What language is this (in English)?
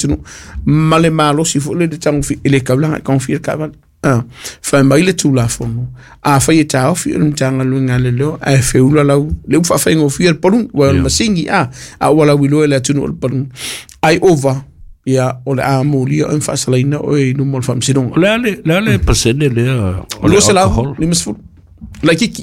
Samoan